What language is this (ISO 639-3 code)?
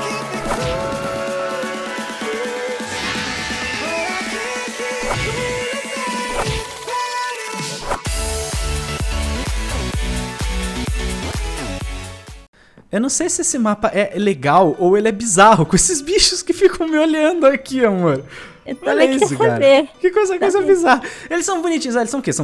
por